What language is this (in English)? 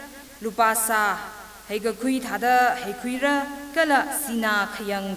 Tangkhul Naga (India)